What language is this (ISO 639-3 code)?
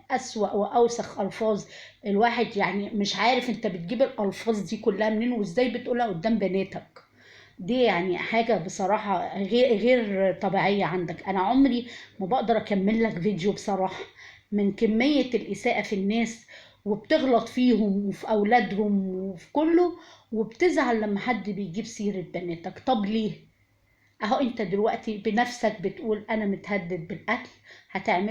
arz